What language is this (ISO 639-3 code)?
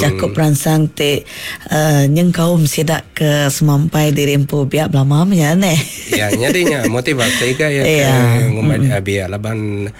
iba